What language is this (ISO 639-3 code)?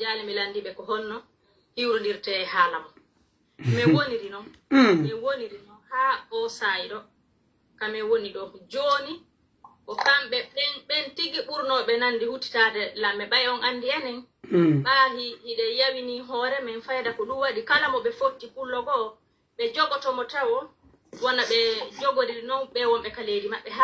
fuf